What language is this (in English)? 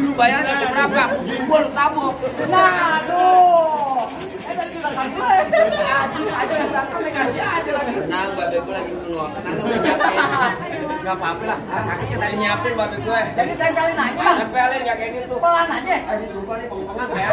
Betawi